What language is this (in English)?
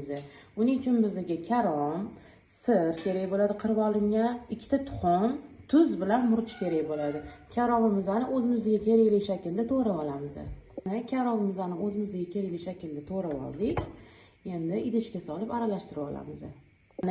Uzbek